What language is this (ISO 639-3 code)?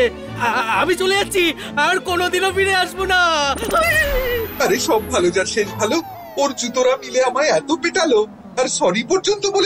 ben